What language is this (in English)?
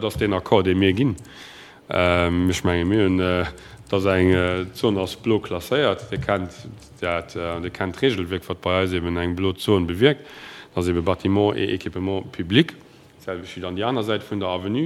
Luxembourgish